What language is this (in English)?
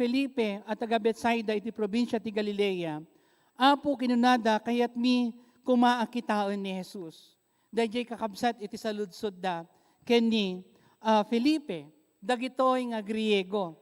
Iloko